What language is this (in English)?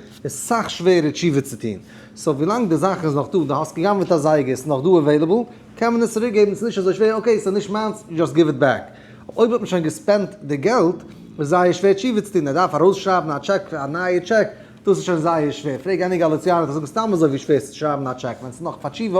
Yiddish